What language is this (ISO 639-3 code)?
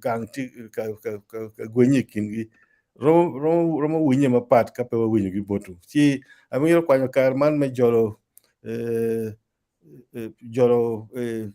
ach